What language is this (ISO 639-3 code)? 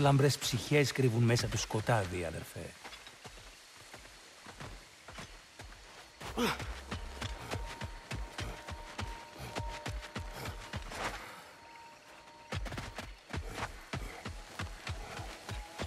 ell